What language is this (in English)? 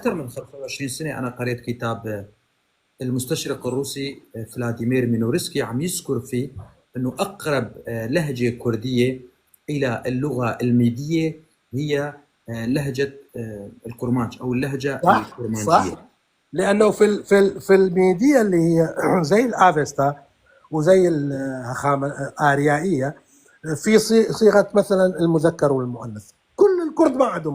North Levantine Arabic